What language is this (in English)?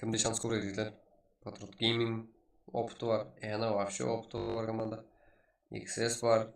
Kara-Kalpak